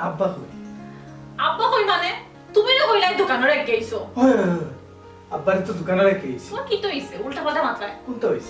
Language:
Sylheti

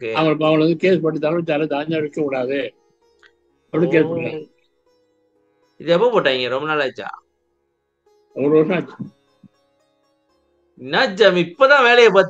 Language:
Tamil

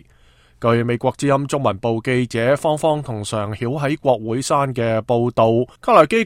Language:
Cantonese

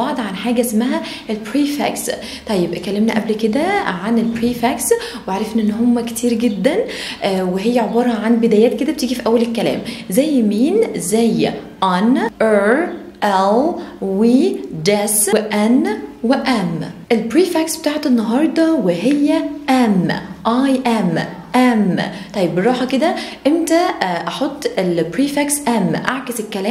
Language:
Egyptian Arabic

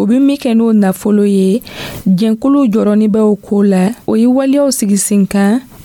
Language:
Dyula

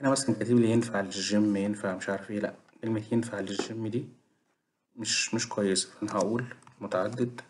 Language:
Egyptian Arabic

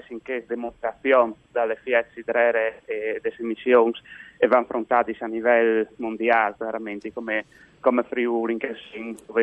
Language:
Friulian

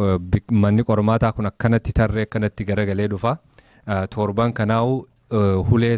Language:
Oromo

